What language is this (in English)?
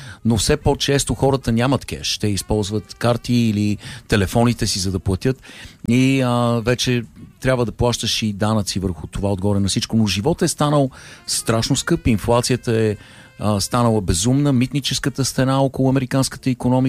Bulgarian